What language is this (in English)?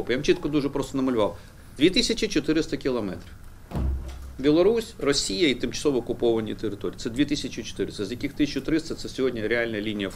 Ukrainian